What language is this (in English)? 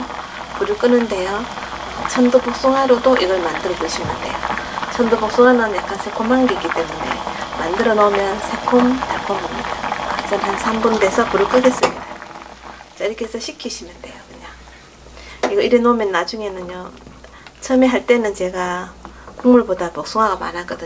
Korean